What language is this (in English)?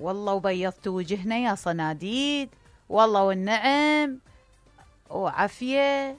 Mesopotamian Arabic